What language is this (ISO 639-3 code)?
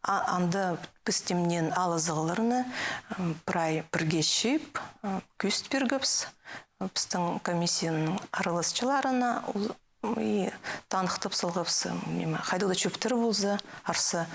kjh